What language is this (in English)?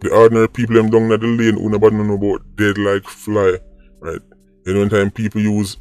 Jamaican Creole English